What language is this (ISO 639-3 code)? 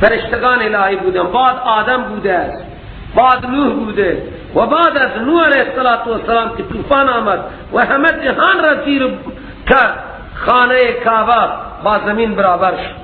fas